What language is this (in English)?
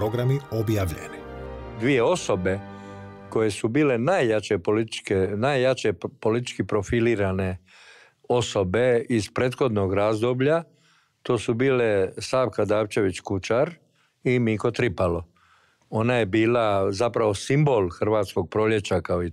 Croatian